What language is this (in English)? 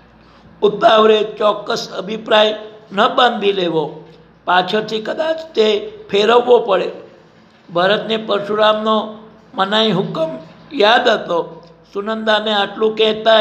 Gujarati